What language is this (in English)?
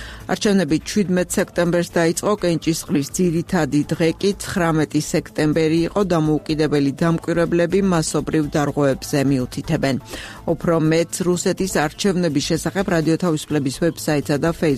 Georgian